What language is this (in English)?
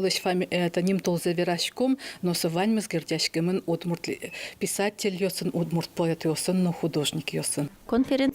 Udmurt